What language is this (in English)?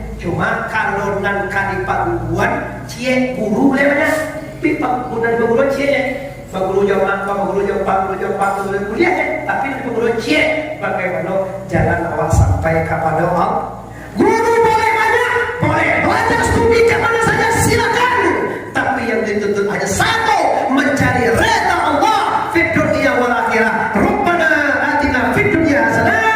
Minangkabau